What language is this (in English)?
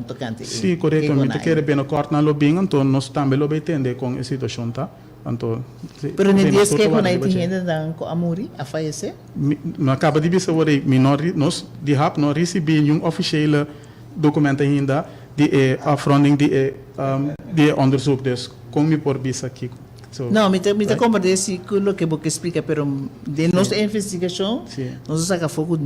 Papiamento